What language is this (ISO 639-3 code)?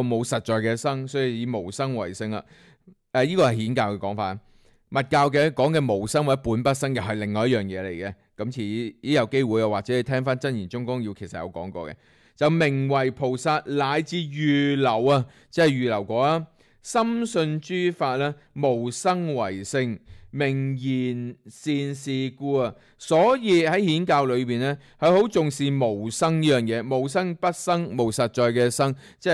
yue